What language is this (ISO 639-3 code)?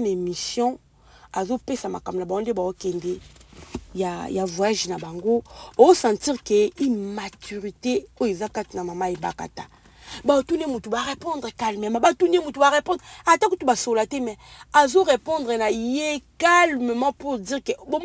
lin